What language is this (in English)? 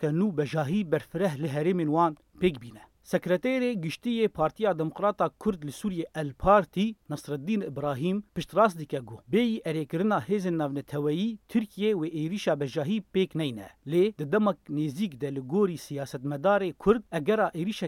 Kurdish